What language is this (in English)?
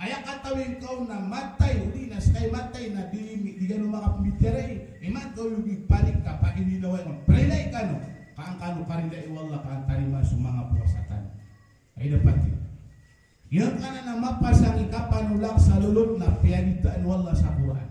Maranao